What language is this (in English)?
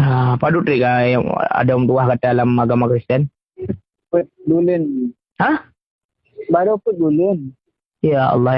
Achinese